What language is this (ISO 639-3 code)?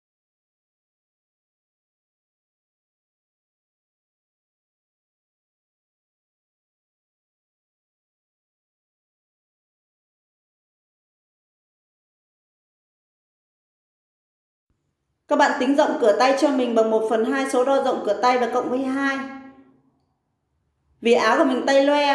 vie